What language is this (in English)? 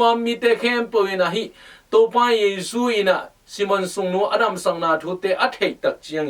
Tedim Chin